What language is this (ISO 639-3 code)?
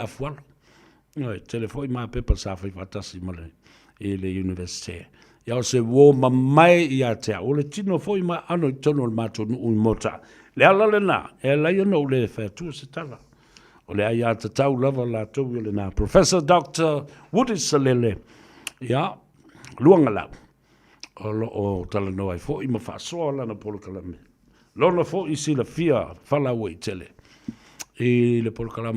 smo